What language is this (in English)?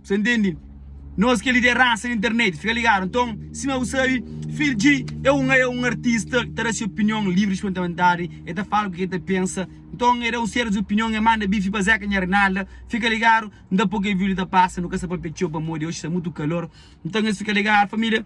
Kabuverdianu